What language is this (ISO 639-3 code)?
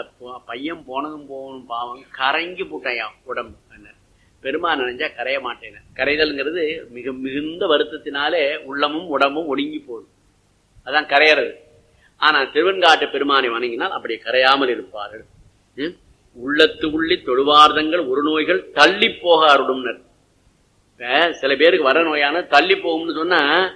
tam